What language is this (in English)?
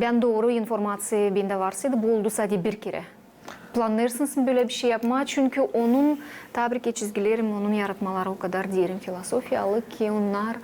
Gagauz